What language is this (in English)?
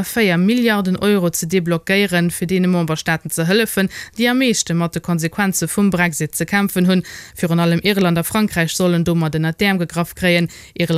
Luxembourgish